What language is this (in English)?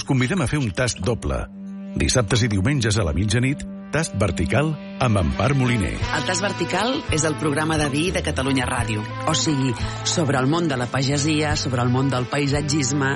Catalan